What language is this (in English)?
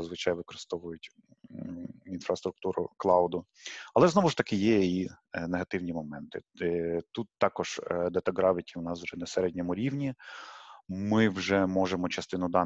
Ukrainian